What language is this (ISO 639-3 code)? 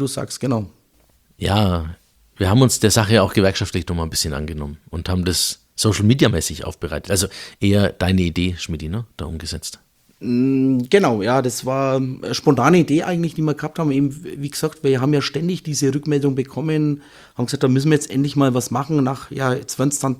deu